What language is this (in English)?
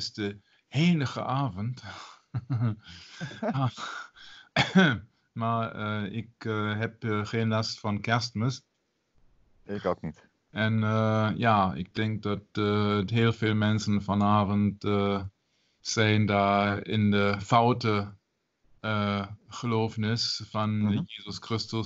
Dutch